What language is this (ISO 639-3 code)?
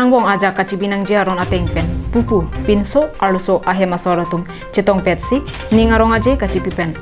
mjw